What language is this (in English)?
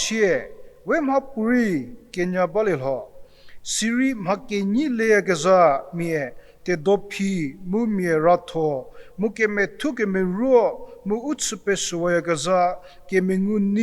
Angami Naga